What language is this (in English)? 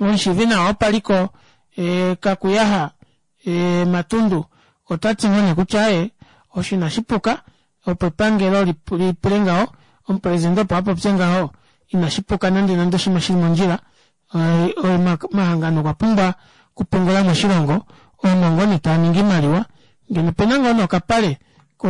Kuanyama